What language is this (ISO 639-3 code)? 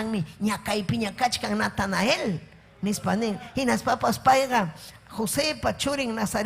quy